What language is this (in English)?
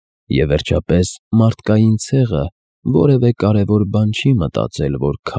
Armenian